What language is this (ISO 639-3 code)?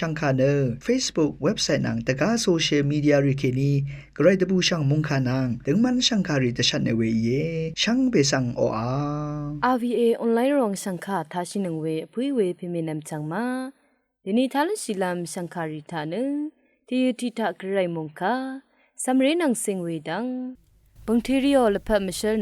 raw